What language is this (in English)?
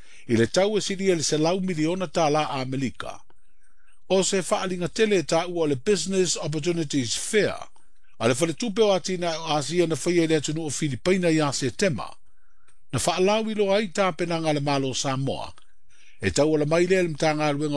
Samoan